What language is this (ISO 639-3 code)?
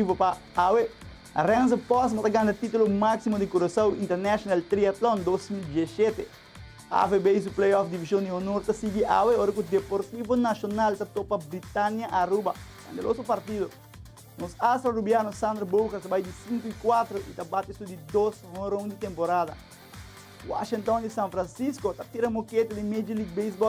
pap